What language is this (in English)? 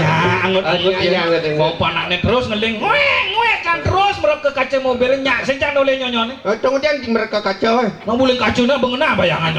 Balinese